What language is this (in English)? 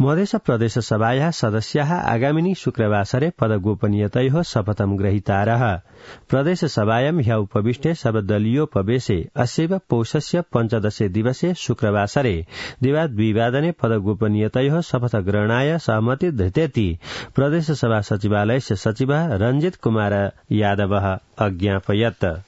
Sanskrit